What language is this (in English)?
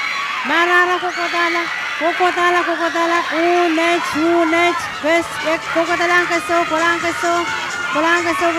Pohnpeian